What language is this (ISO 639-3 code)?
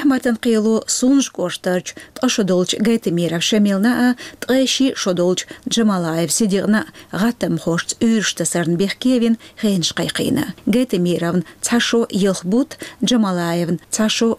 che